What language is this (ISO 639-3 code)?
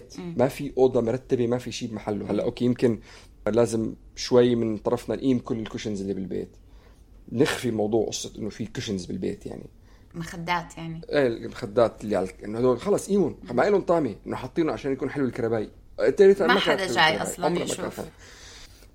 apc